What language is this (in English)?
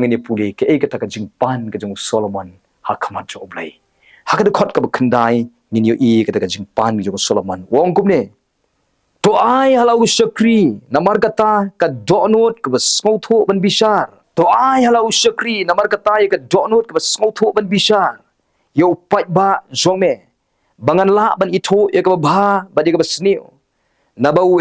Khasi